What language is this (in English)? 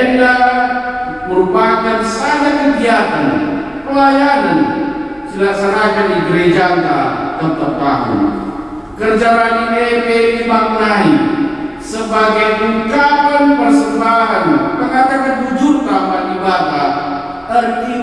Batak Karo